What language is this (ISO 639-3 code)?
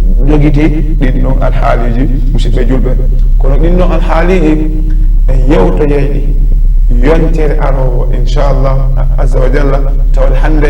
ful